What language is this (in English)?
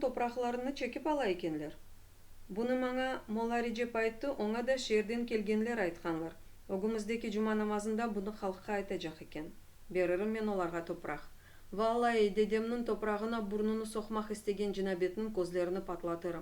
Crimean Tatar